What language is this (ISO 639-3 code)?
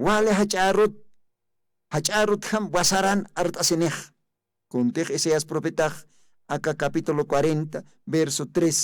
aym